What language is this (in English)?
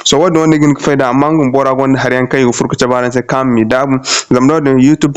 Zarma